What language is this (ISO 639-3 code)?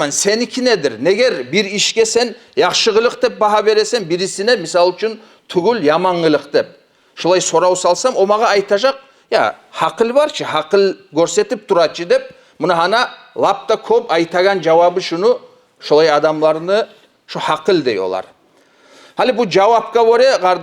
kum